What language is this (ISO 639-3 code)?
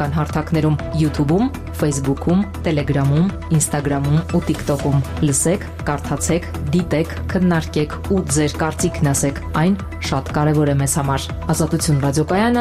hye